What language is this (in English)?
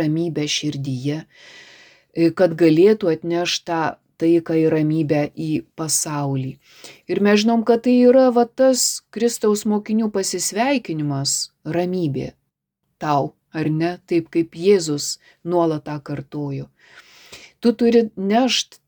Lithuanian